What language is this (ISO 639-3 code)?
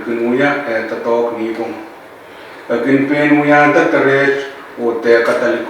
pon